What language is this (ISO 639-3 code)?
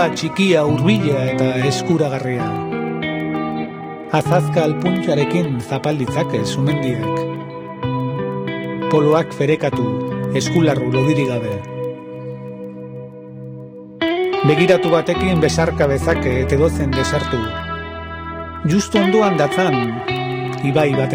eus